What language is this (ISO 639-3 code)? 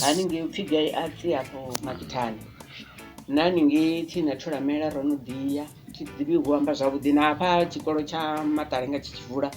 ven